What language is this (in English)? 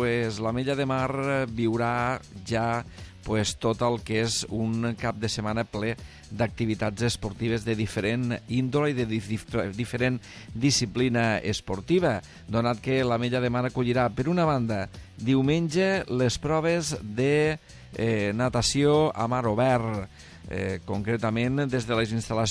Catalan